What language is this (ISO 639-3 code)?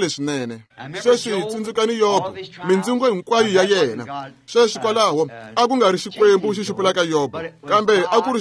tso